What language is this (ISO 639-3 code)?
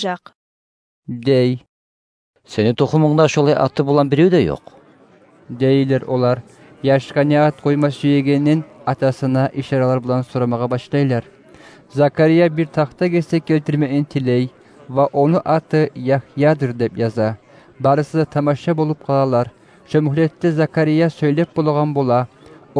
kum